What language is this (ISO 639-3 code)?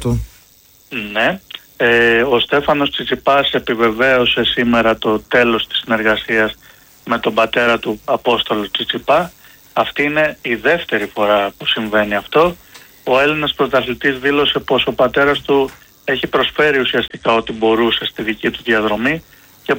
ell